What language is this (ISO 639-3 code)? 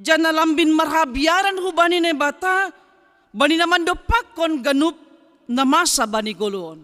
bts